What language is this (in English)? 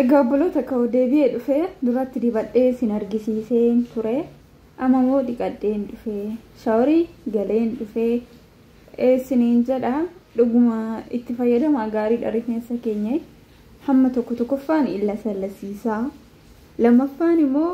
Oromo